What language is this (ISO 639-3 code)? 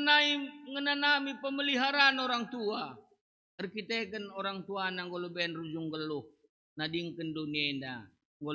btx